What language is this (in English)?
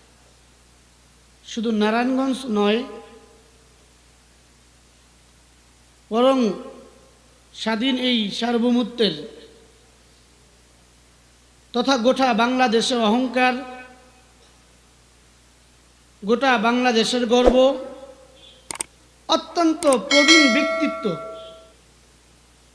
Bangla